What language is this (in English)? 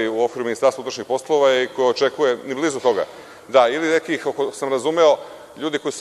Serbian